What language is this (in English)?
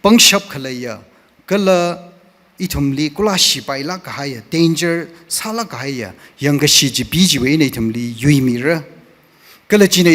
Tangkhul Naga (India)